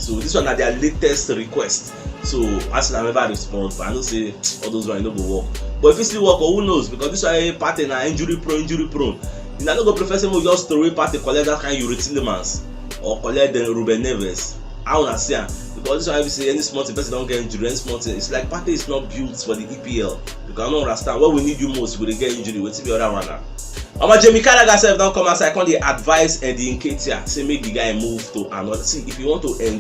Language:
Nigerian Pidgin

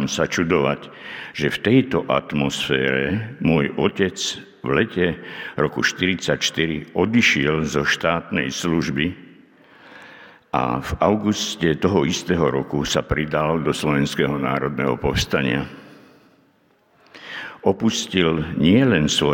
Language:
Slovak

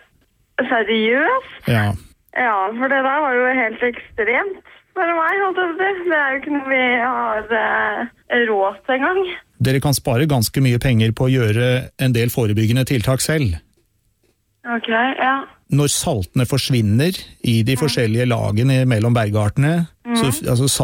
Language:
Norwegian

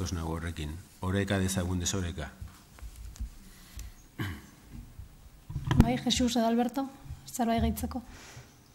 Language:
Basque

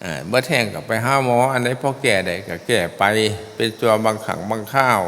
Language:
Northeastern Thai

